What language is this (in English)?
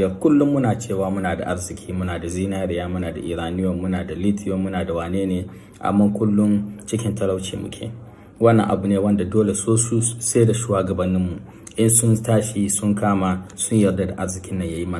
Hausa